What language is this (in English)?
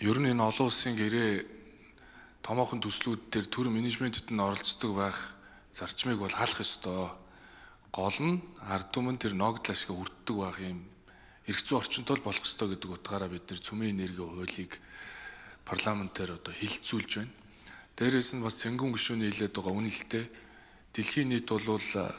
Mongolian